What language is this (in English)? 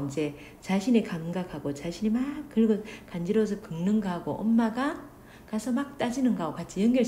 Korean